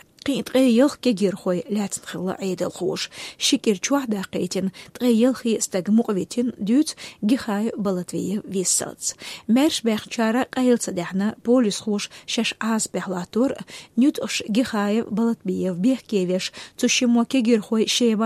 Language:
Chechen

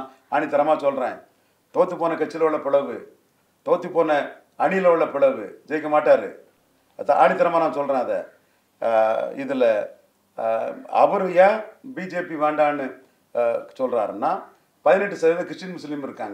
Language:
Tamil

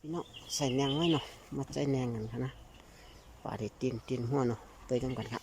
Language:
Shan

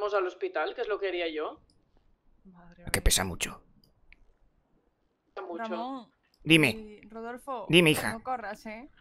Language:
Spanish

